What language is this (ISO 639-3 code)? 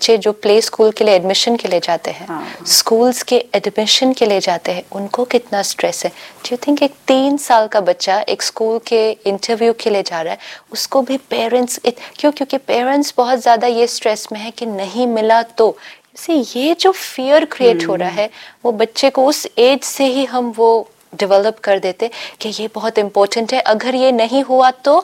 hin